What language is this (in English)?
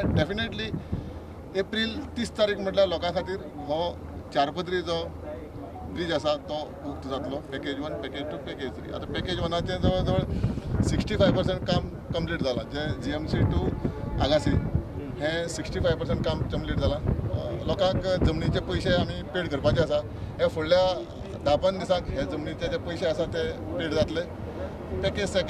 Konkani